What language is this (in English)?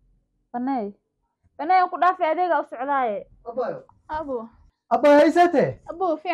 Somali